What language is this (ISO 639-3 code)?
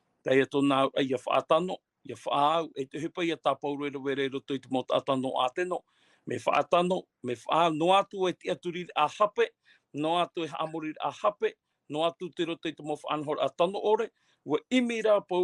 tah